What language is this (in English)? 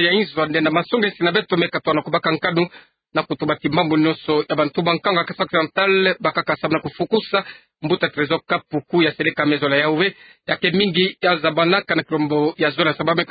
Kituba (Democratic Republic of Congo)